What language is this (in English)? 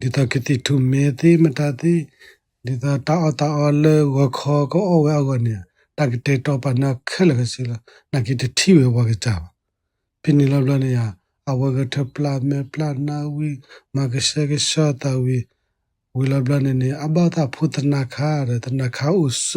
S'gaw Karen